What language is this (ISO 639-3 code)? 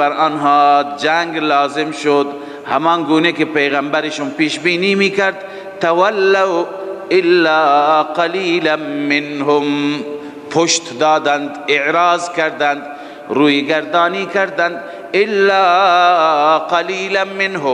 fas